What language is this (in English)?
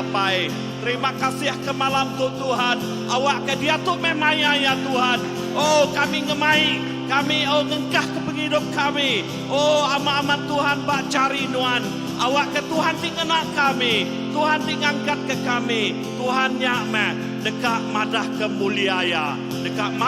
Iban